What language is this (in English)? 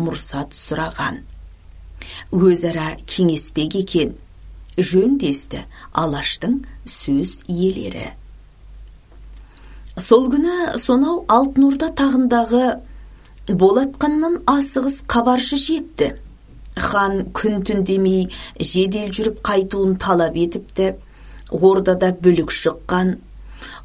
Kazakh